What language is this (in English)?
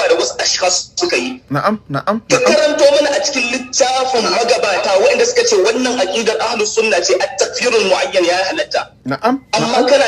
Hausa